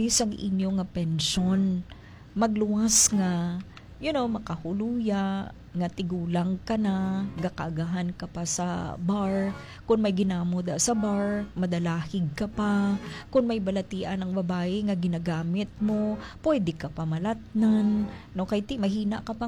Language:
Hiligaynon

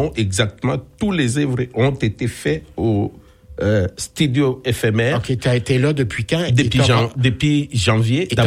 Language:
French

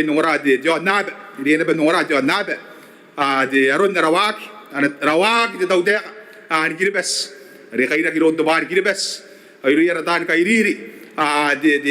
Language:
Gilbertese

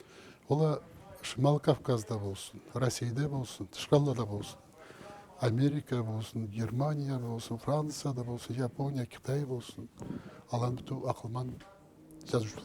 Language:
Karachay-Balkar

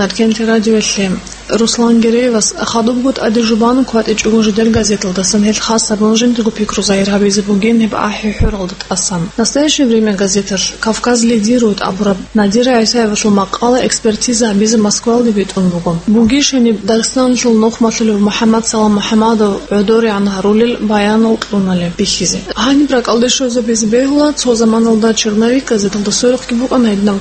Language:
Avaric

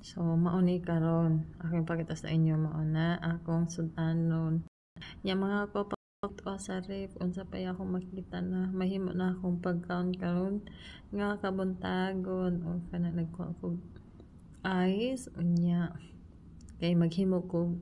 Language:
Cebuano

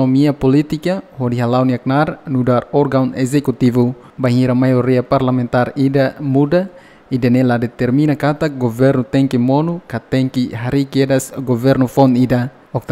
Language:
Tetum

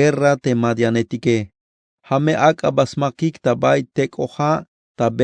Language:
Tzeltal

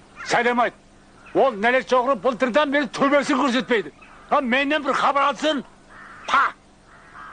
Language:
Kara-Kalpak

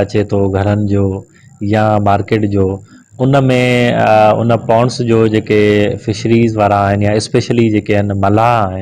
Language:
Sindhi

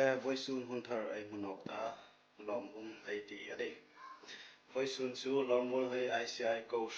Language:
Hmar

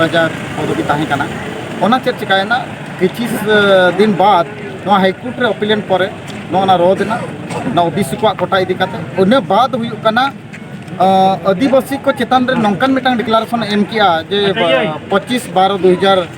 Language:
Santali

